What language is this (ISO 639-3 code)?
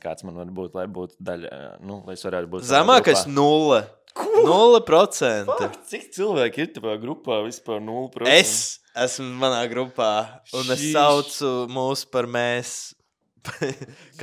lav